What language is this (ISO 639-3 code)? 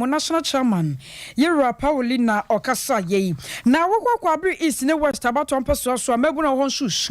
aka